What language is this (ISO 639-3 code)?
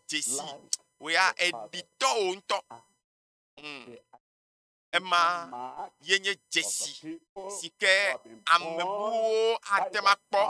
ewe